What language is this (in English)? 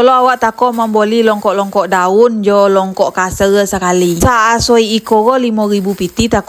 Minangkabau